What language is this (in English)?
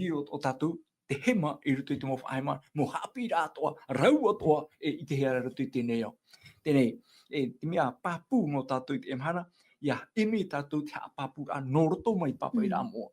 Tahitian